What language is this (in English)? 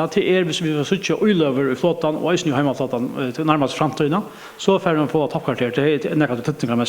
Faroese